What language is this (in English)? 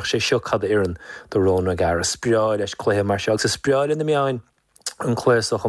Irish